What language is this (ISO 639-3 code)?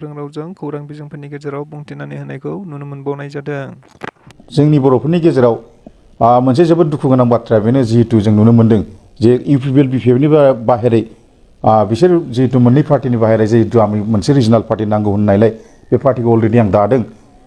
brx